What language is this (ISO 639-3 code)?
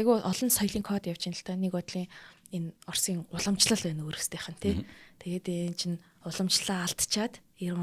mon